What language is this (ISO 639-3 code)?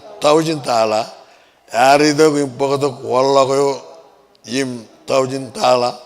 mah